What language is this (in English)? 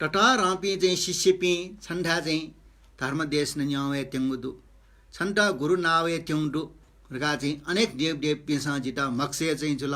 Newari